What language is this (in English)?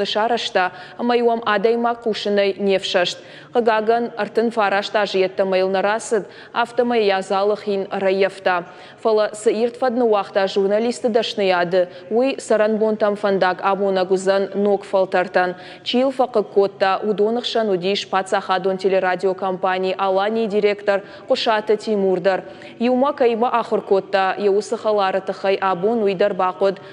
Ossetic